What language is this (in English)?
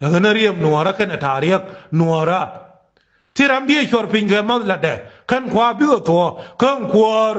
Nuer